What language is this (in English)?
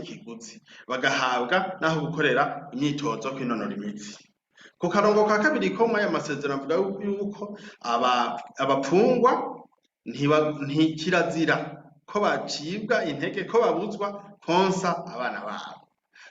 Rundi